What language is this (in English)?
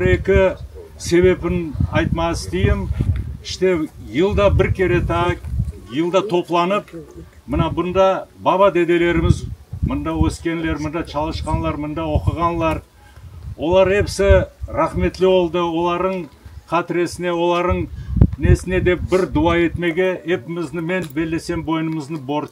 Crimean Tatar